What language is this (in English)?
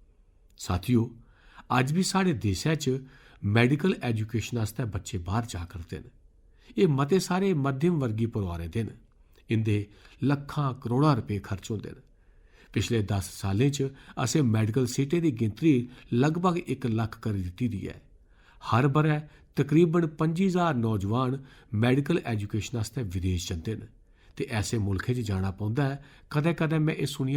Dogri